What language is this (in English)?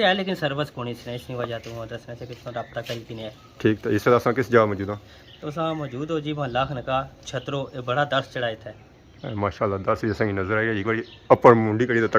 Pahari-Potwari